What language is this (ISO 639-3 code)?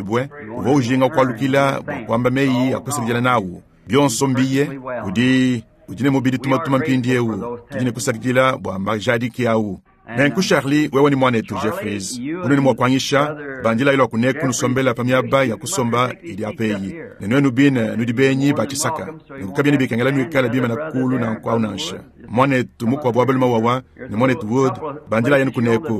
lua